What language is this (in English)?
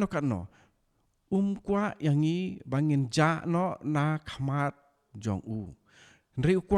Khasi